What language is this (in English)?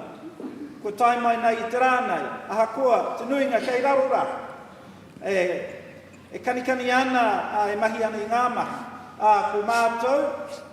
Māori